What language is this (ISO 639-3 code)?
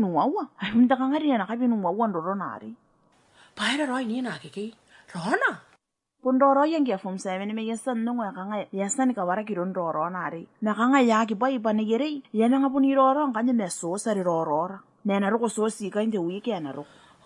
gil